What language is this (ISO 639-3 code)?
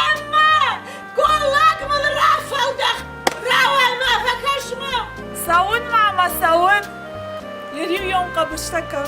oss